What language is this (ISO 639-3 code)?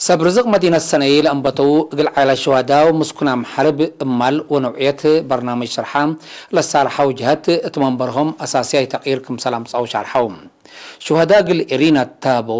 tig